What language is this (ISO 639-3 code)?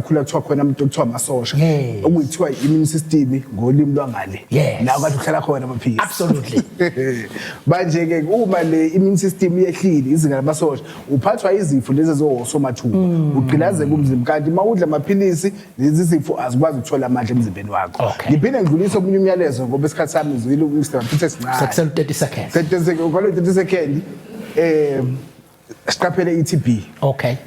zul